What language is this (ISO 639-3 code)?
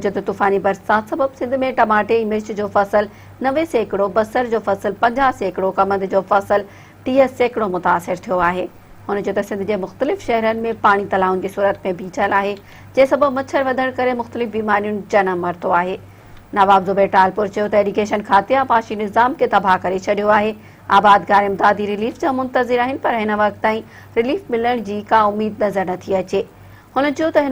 snd